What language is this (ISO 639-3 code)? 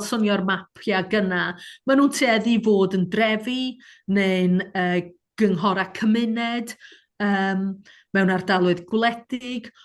cym